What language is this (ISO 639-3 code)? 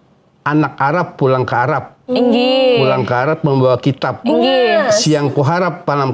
bjn